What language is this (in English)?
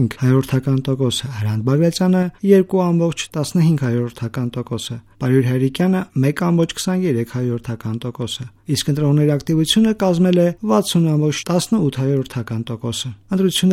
Armenian